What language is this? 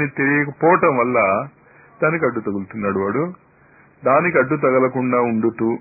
Telugu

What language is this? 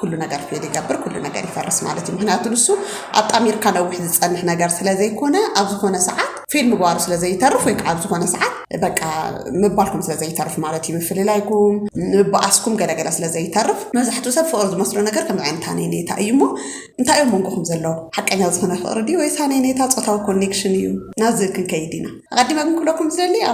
Tigrinya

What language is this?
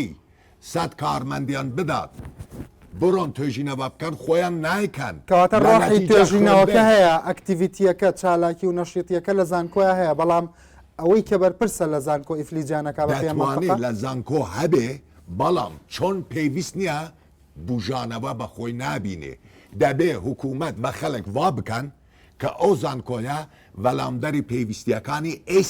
Central Kurdish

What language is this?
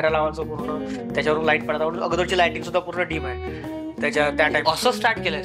Marathi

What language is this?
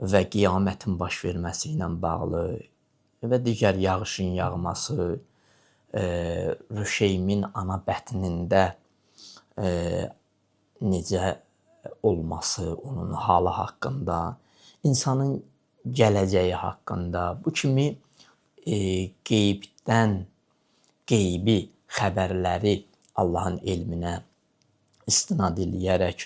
Azerbaijani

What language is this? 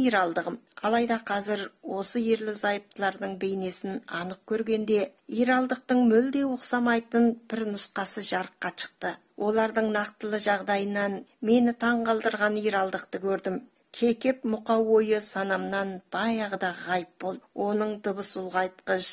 Kazakh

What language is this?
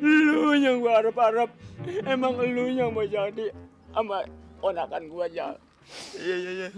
Betawi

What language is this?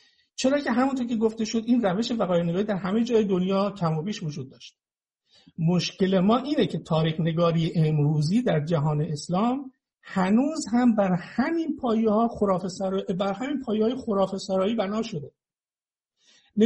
Persian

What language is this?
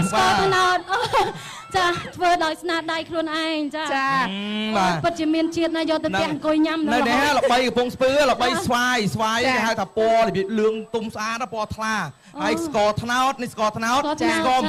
Khmer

